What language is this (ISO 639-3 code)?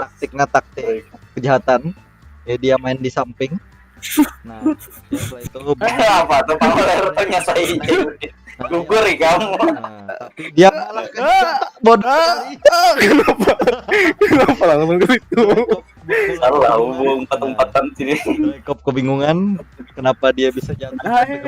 bjn